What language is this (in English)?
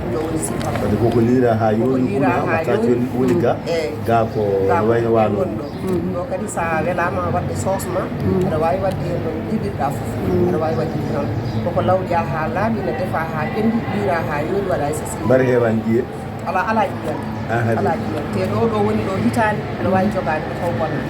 Fula